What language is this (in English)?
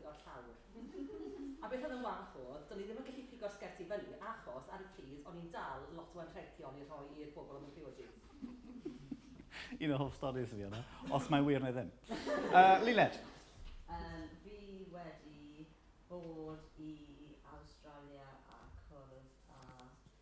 Welsh